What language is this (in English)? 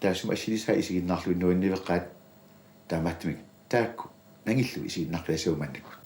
Kalaallisut